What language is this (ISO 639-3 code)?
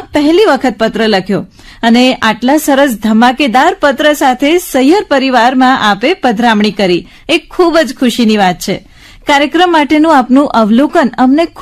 guj